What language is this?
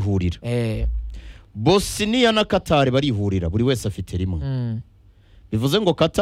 Kinyarwanda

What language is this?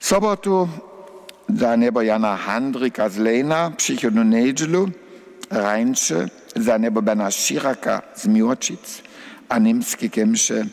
Upper Sorbian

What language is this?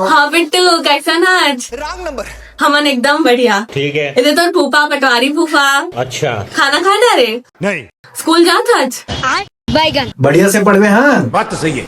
Chhattisgarhi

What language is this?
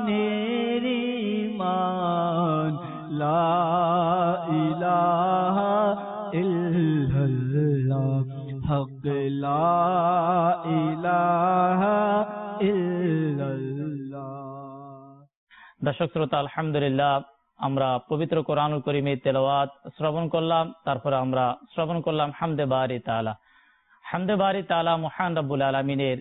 Bangla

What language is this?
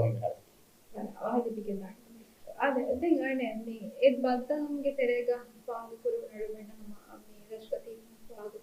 Divehi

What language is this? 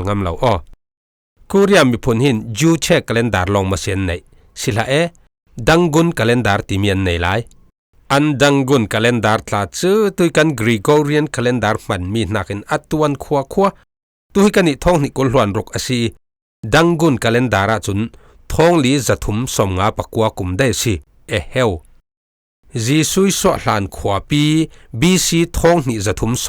Falam Chin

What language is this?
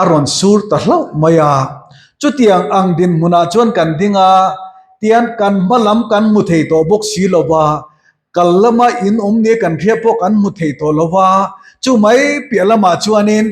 Mizo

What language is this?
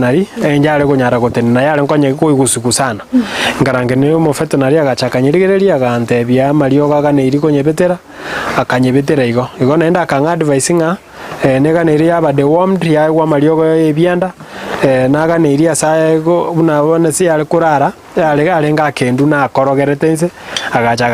Gusii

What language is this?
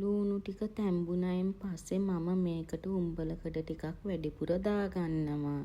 Sinhala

